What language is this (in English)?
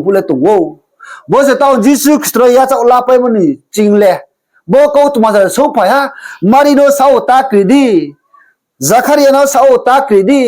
Riang (India)